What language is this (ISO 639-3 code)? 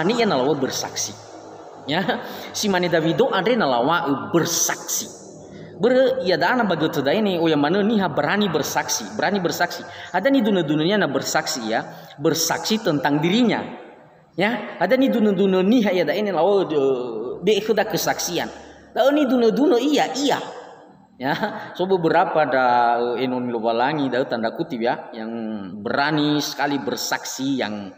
nia